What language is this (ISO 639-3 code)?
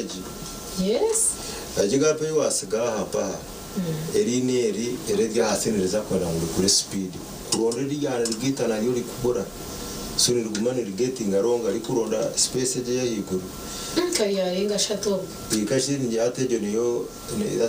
nyn